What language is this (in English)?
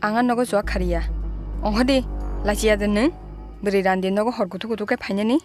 Kok Borok